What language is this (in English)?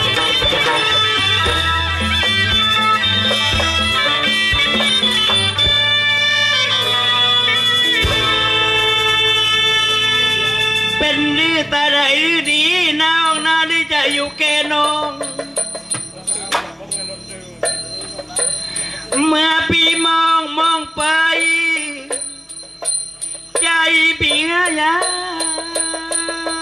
Thai